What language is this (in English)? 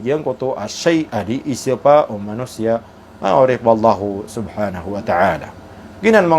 Maranao